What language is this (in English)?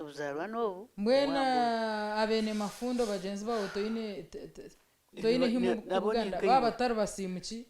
Nyankole